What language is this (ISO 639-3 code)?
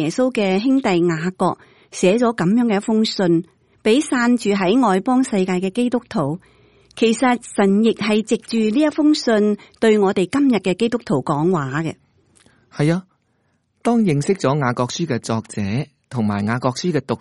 yue